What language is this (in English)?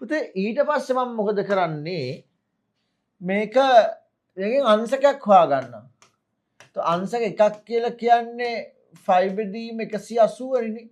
Sinhala